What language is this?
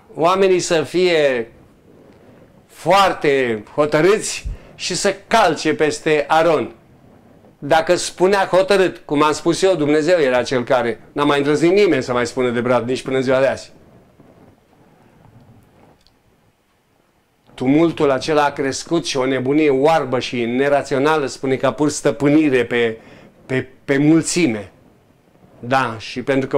Romanian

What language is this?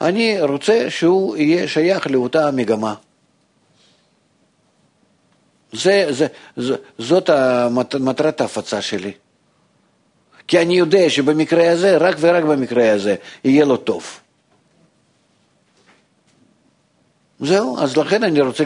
Hebrew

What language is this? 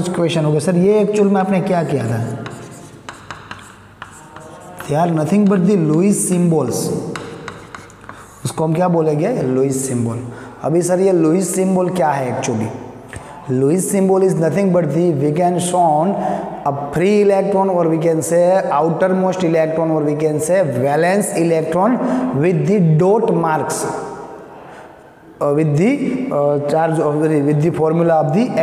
Hindi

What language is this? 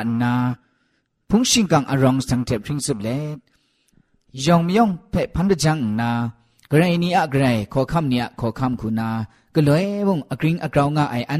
Thai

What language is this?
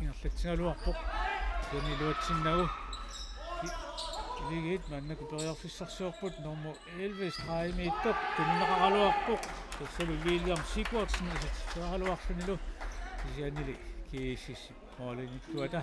Kalaallisut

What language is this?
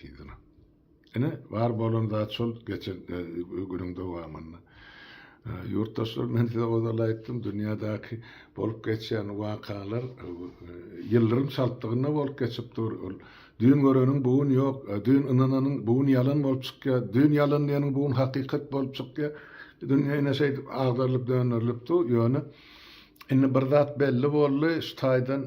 Turkmen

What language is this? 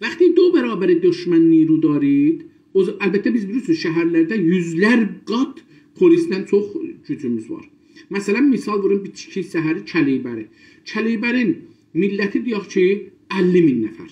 South Azerbaijani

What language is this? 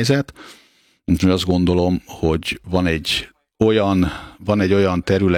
Hungarian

